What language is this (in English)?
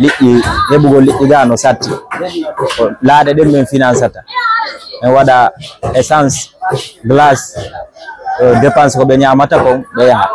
Fula